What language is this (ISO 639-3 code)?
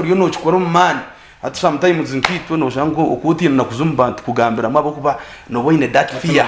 nyn